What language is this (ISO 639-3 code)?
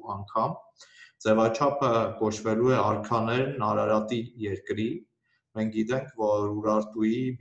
hye